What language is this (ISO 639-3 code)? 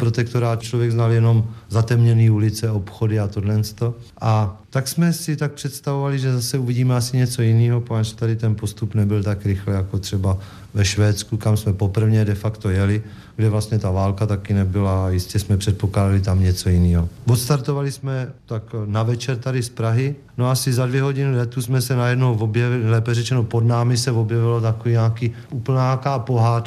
ces